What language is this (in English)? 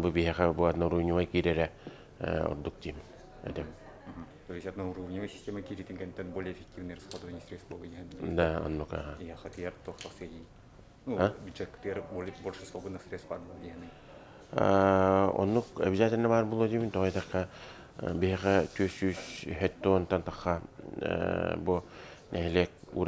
Yakut